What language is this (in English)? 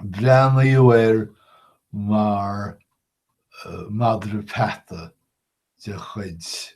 Irish